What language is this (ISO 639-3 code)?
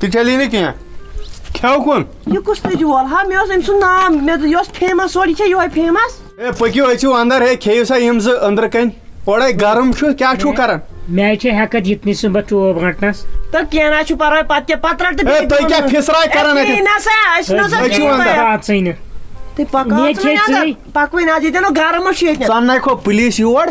kas